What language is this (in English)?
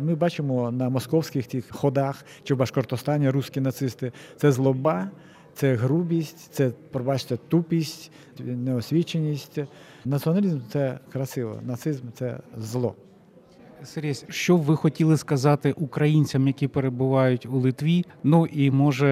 Ukrainian